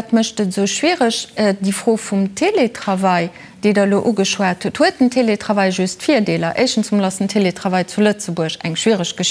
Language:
Luxembourgish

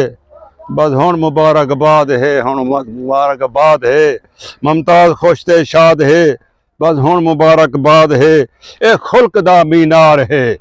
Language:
Saraiki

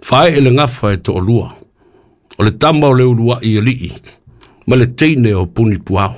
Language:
Samoan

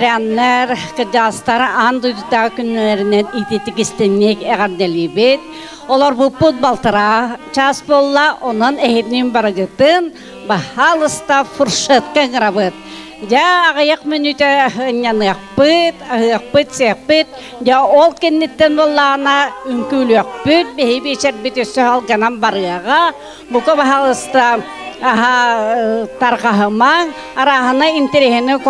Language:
Yakut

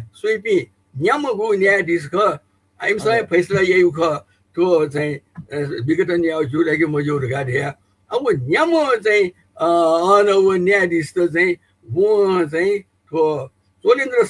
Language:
Newari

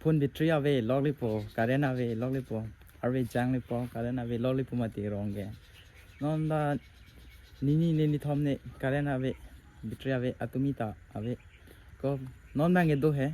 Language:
Karbi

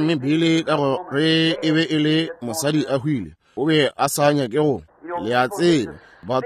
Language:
Northern Sotho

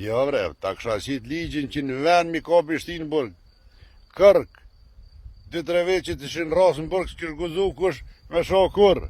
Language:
Albanian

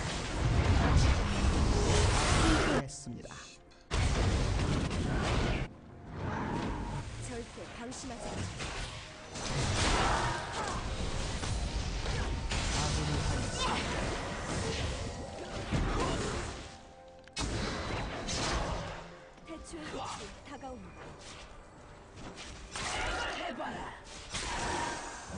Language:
Korean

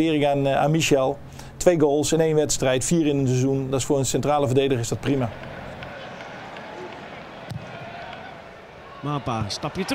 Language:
Dutch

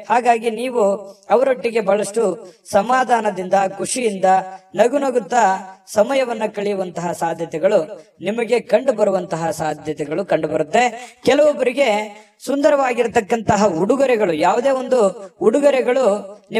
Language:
Kannada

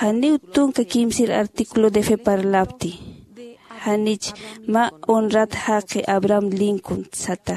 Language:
Aymara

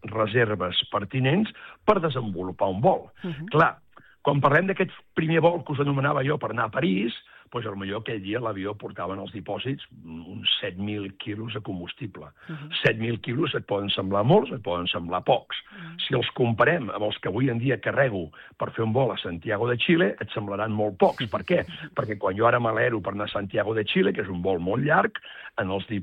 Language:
Catalan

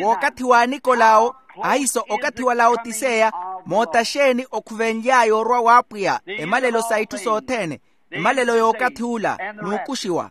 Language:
Makhuwa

